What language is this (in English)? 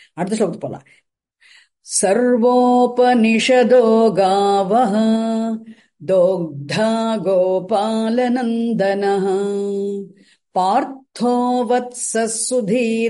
Tamil